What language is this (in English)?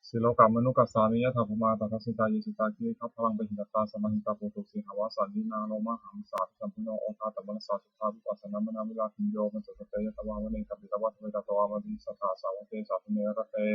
Pali